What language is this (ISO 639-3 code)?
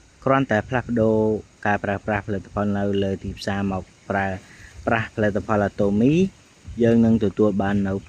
khm